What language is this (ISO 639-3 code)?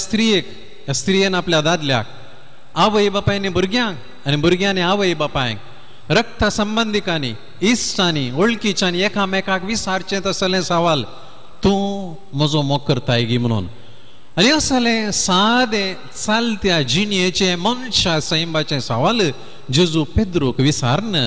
kok